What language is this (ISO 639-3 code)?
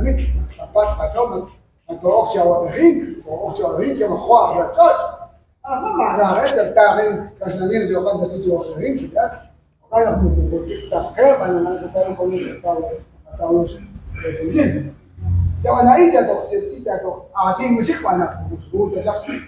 kek